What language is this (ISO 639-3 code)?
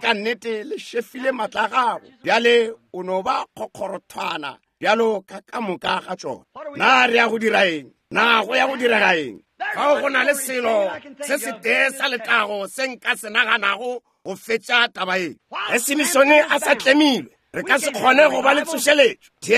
nso